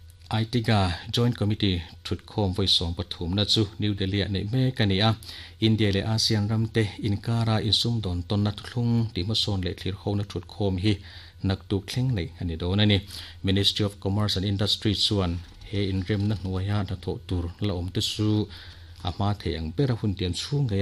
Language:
Mizo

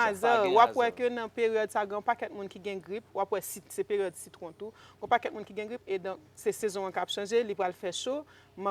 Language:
Haitian Creole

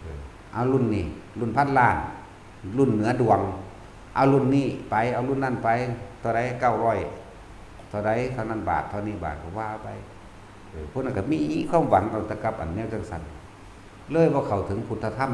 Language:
Northeastern Thai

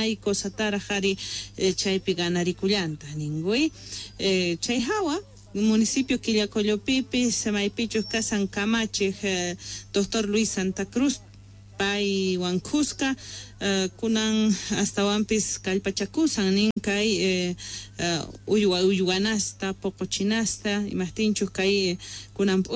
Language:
Quechua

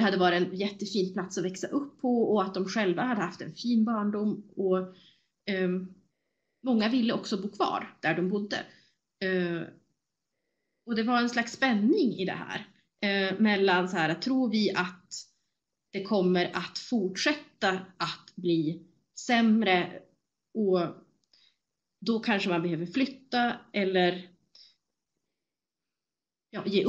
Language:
Swedish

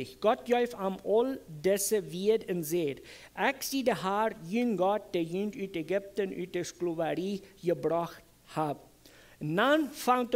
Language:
Plautdietsch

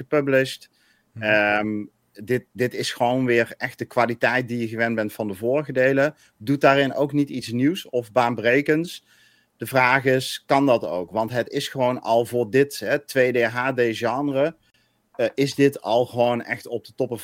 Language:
Dutch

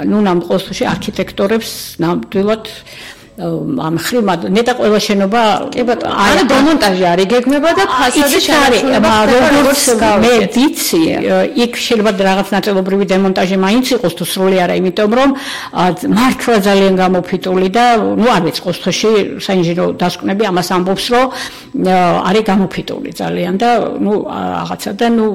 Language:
Georgian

